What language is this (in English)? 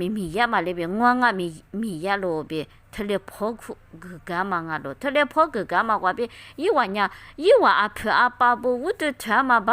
Lisu